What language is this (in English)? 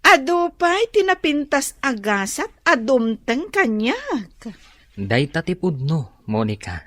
Iloko